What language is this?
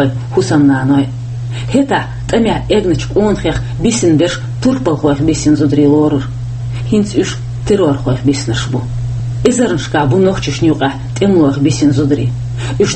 Chechen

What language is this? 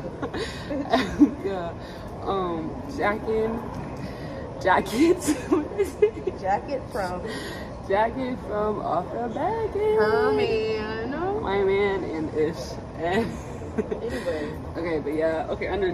English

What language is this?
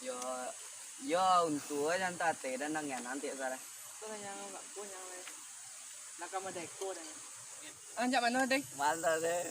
Minangkabau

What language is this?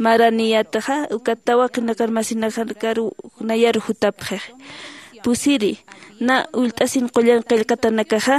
Aymara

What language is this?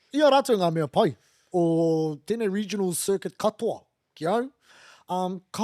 Māori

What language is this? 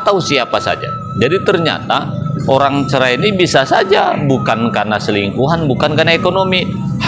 Indonesian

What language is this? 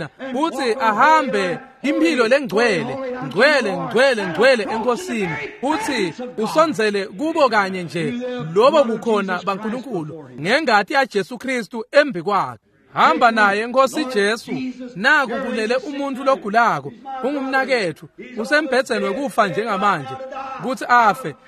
Swati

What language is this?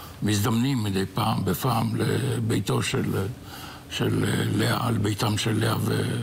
Hebrew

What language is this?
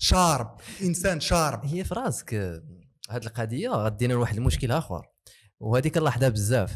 Moroccan Arabic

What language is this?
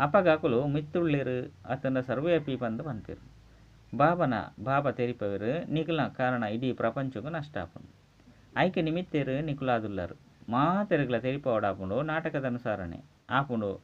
Tulu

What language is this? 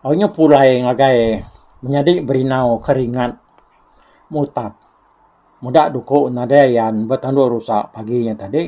Iban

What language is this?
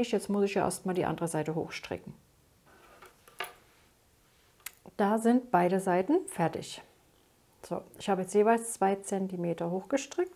German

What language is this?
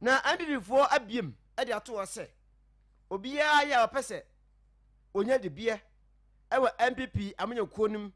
Akan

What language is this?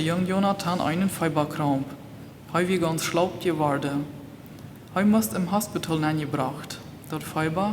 Plautdietsch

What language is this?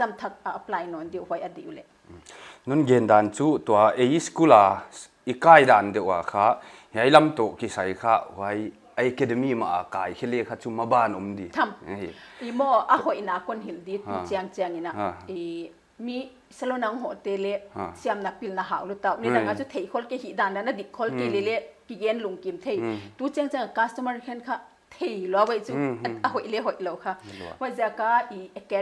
Paite Chin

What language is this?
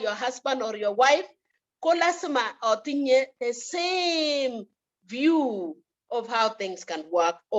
Kalenjin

